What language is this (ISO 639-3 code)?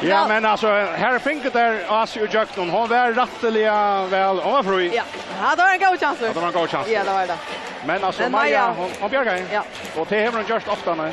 fao